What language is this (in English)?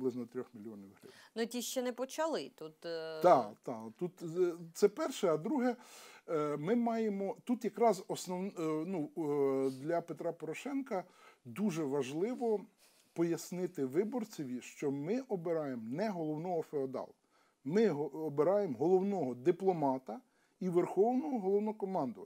Ukrainian